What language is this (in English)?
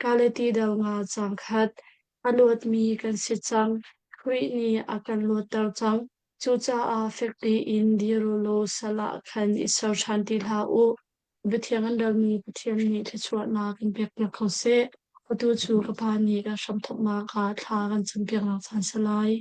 Hakha Chin